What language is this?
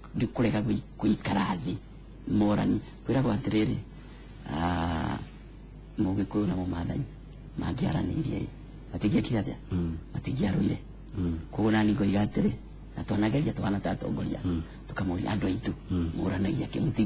Kikuyu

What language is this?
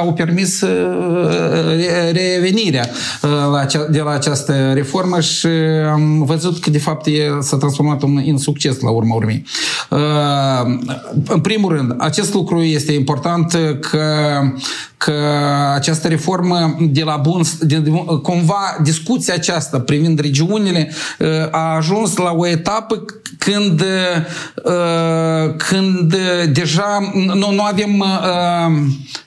Romanian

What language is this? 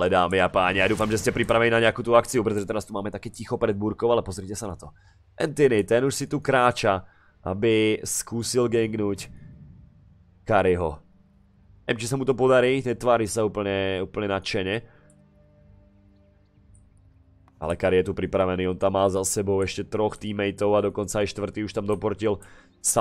Slovak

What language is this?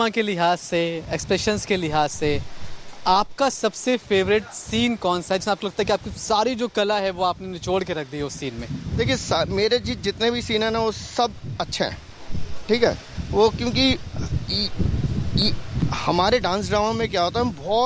Hindi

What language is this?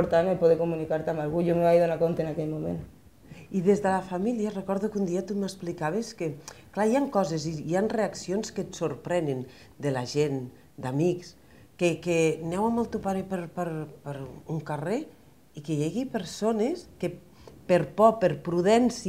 Catalan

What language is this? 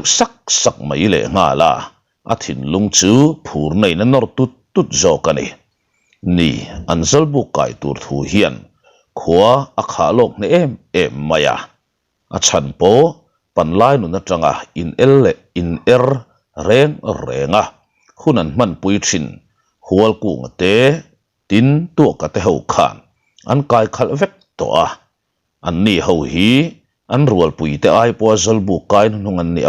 Mizo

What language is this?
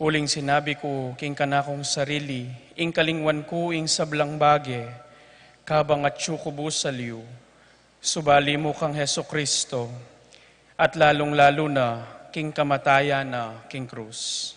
Pampanga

